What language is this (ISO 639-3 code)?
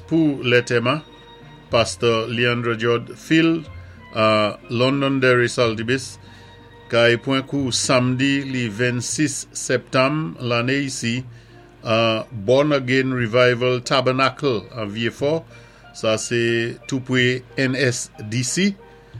acf